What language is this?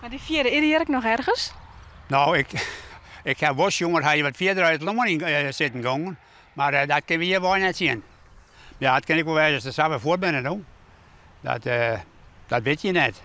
Western Frisian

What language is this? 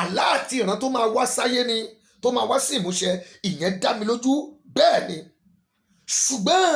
Yoruba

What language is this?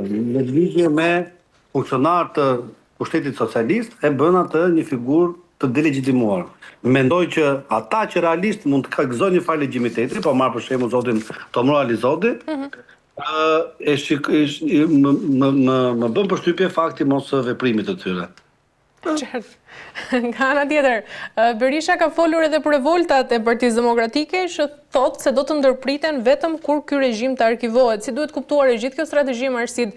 Albanian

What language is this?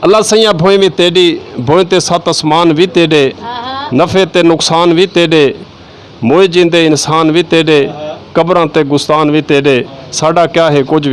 Saraiki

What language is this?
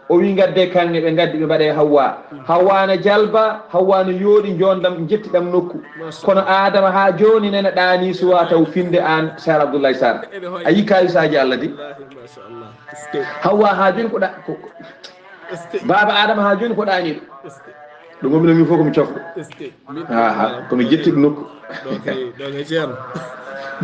Fula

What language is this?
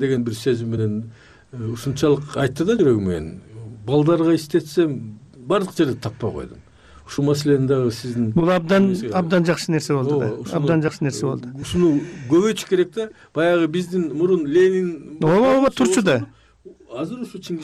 Kyrgyz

